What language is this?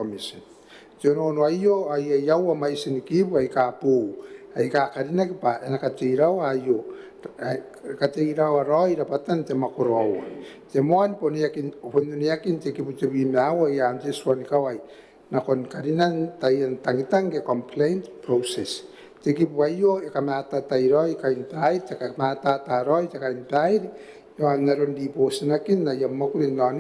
Gilbertese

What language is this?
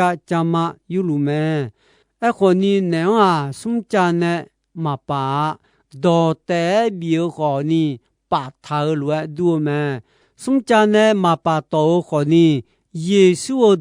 Akha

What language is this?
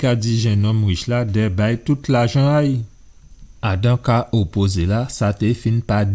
Guadeloupean Creole French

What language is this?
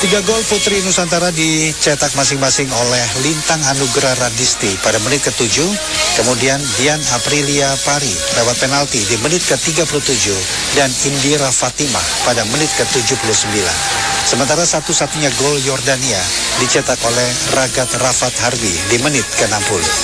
Indonesian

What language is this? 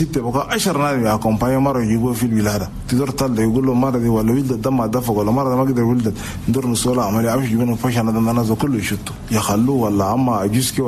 Chadian Arabic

